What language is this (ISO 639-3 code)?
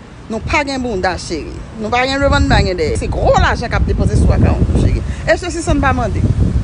hat